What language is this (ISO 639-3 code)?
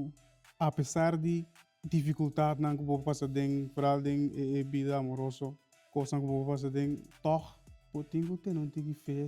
pap